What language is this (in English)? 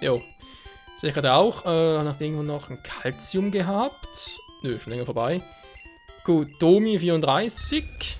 Swiss German